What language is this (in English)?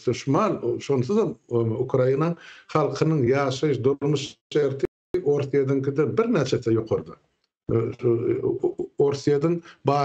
Turkmen